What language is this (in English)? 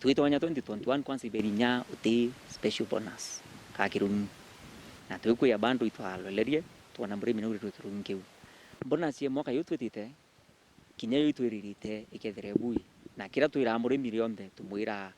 Meru